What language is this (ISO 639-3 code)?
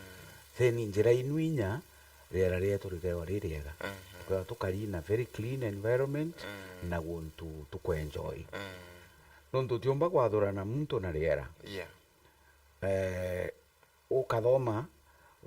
mer